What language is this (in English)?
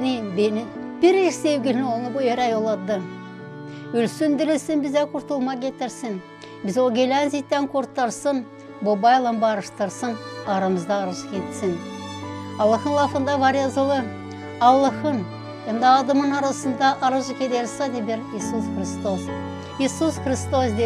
Gagauz